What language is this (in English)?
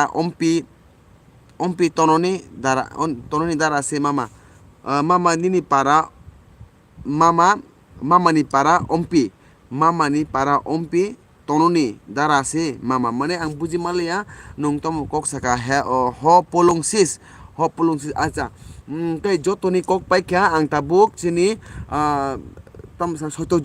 Kok Borok